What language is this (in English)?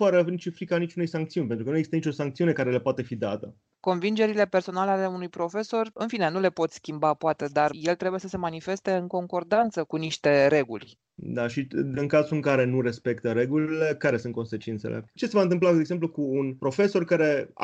Romanian